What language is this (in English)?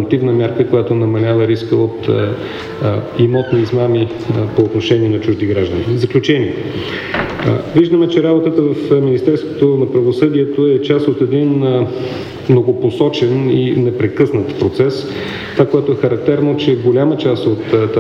Bulgarian